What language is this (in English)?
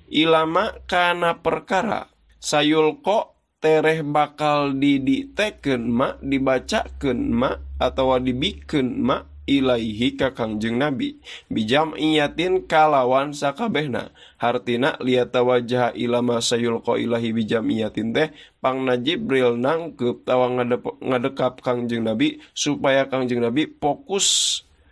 Sundanese